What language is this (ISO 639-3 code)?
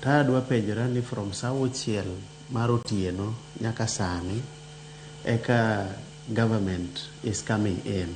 luo